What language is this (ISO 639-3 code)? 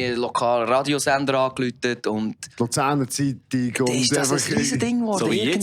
gsw